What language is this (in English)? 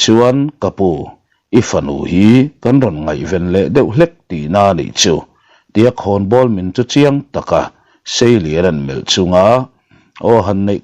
Mizo